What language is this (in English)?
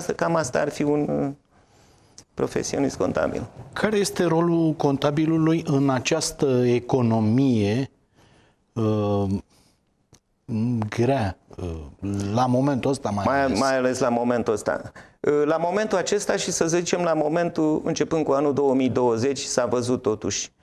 Romanian